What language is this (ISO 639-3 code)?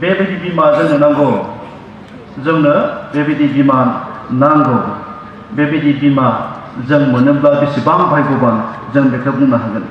brx